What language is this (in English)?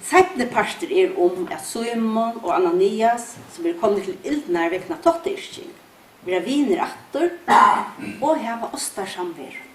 Faroese